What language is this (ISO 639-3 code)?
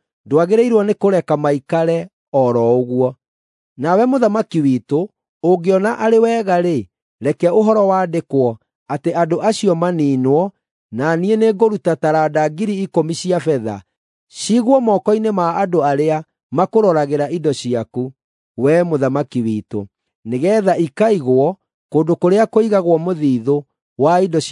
kik